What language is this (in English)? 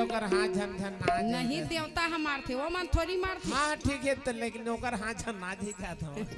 Chhattisgarhi